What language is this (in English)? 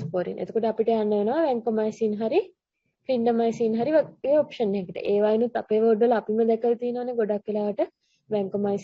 Sinhala